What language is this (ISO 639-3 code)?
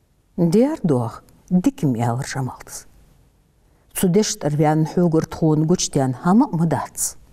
inh